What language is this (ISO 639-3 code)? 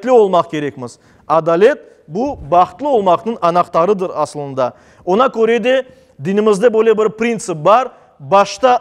crh